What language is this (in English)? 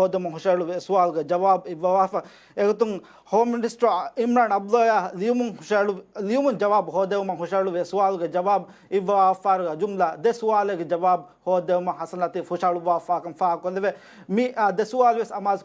Divehi